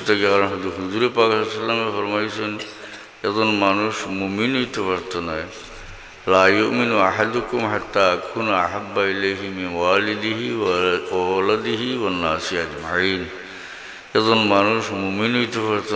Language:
Sylheti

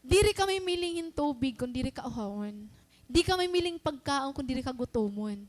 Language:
Waray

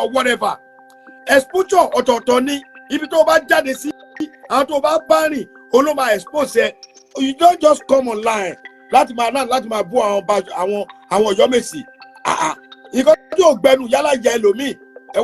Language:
Yoruba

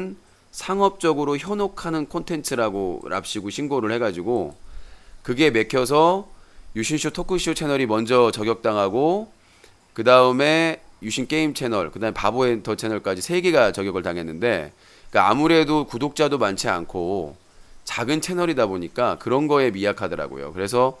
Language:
Korean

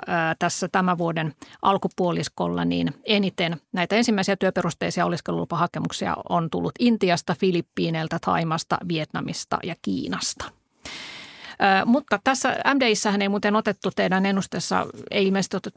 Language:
Finnish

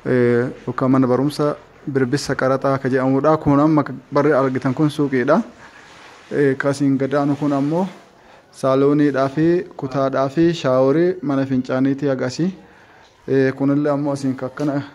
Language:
Oromo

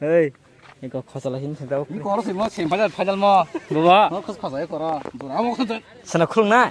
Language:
Kok Borok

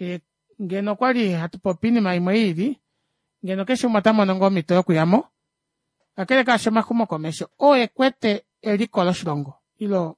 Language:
Kuanyama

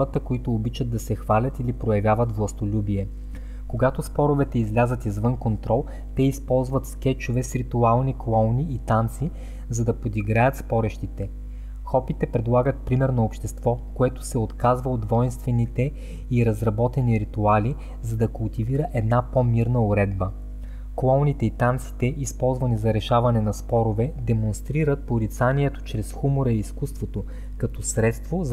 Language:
Bulgarian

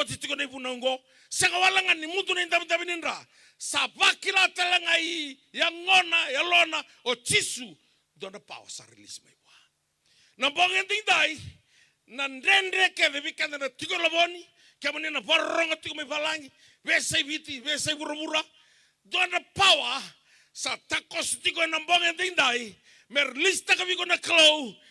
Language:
Fijian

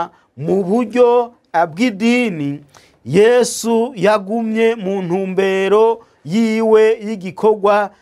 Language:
Rundi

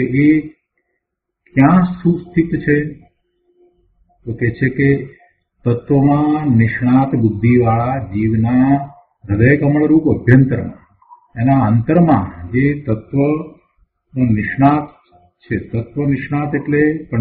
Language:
Gujarati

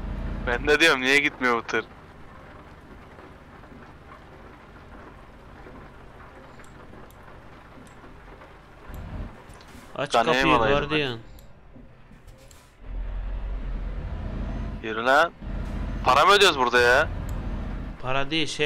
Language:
Turkish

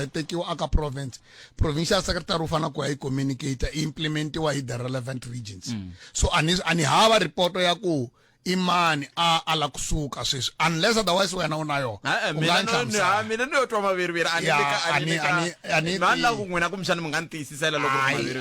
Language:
Tsonga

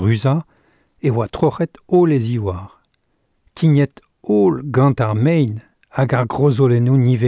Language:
Breton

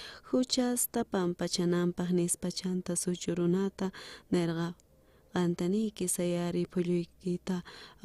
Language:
South Bolivian Quechua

